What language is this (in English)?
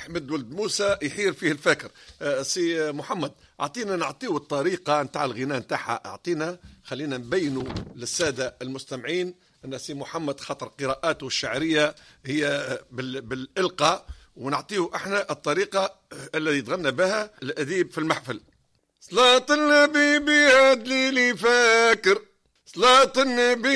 Tunisian Arabic